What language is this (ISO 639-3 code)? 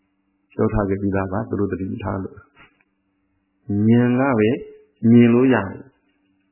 mya